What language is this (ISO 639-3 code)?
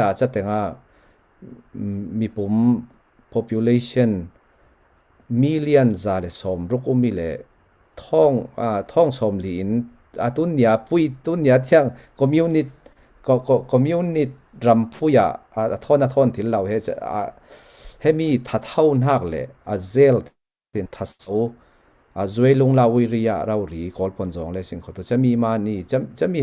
cfm